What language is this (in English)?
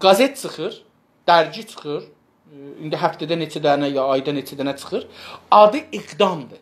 South Azerbaijani